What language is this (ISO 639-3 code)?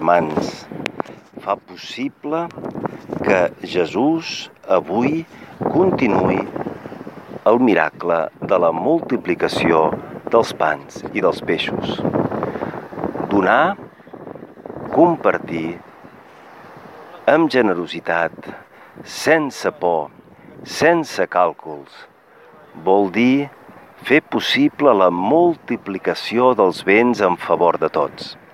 cat